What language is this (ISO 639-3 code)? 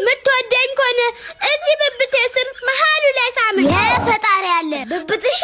amh